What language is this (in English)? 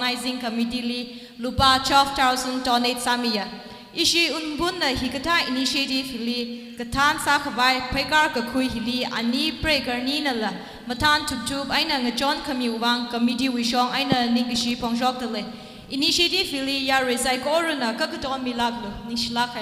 Tangkhul Naga (India)